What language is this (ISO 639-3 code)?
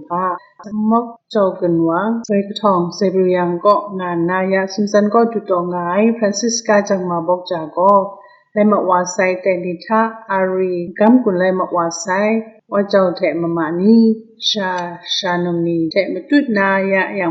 kac